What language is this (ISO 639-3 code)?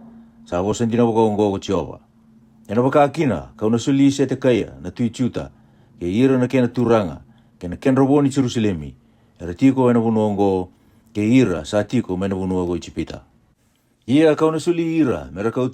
fij